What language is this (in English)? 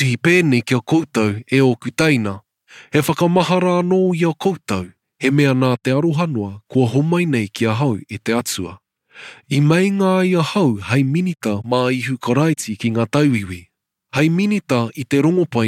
Māori